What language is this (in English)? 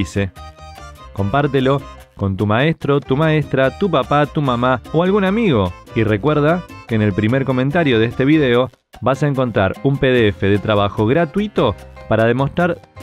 Spanish